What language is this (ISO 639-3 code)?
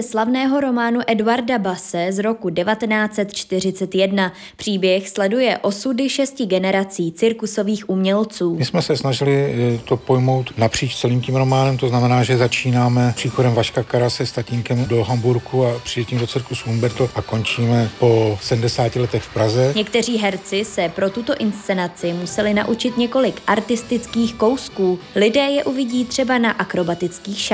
ces